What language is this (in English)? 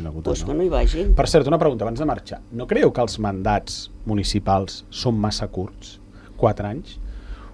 Catalan